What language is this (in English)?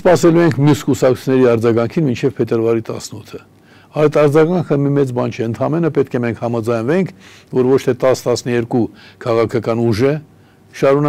Armenian